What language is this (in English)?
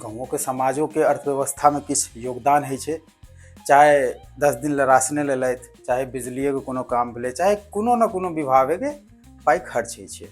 Maithili